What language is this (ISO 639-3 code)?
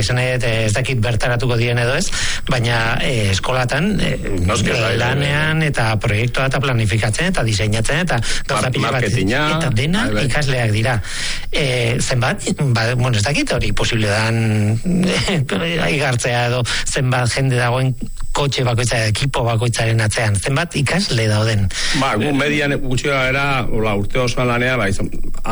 eus